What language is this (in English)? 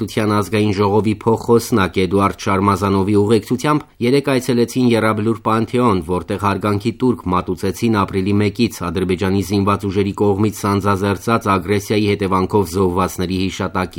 Armenian